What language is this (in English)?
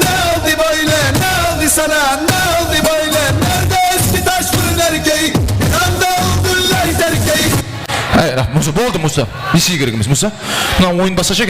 Kara-Kalpak